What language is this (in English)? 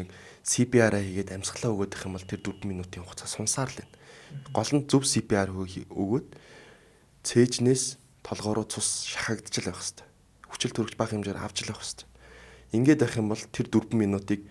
Mongolian